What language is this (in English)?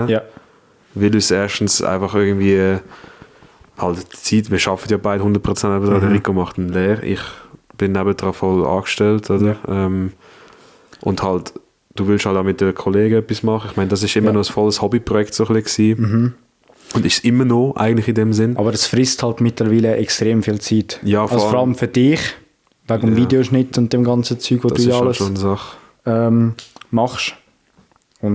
Swiss German